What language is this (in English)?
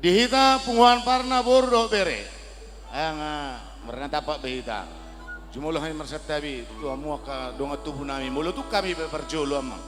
Batak Simalungun